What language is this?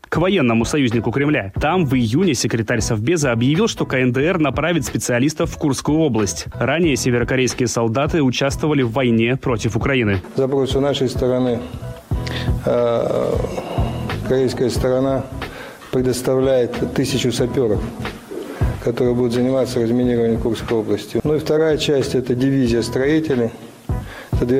Russian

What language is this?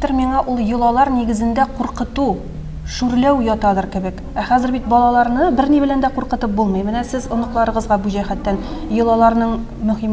Tatar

